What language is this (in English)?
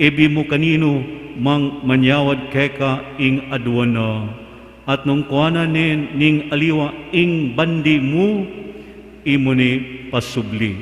Pampanga